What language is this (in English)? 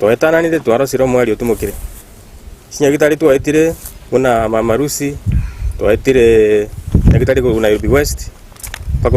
Gusii